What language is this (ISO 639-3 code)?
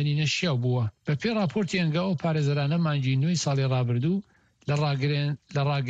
ckb